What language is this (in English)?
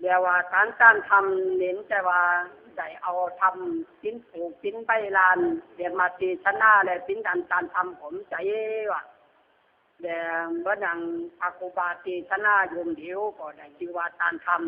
Lü